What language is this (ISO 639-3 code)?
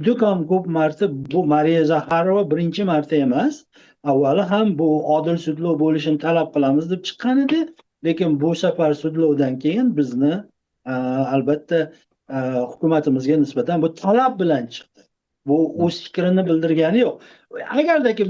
uzb